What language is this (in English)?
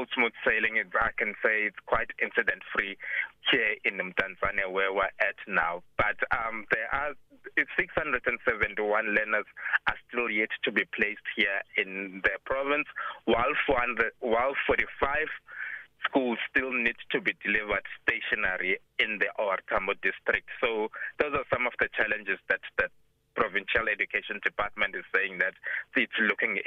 English